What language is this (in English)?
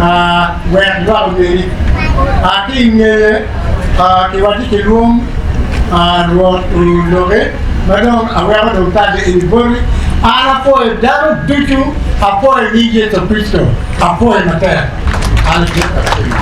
Acoli